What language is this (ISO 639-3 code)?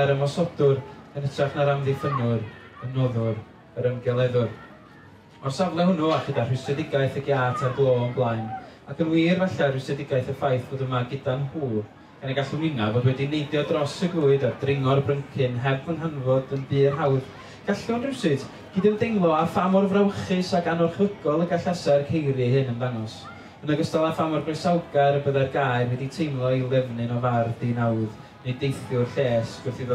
cym